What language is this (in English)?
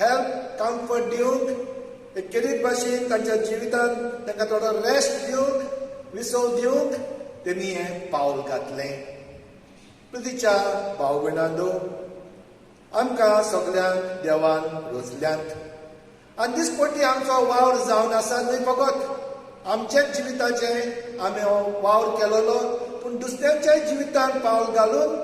Konkani